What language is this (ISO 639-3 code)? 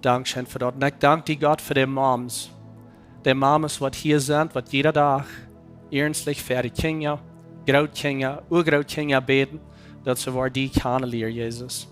pdt